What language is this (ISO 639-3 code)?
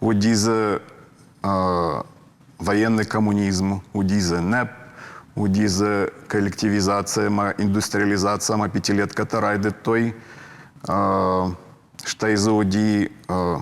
oss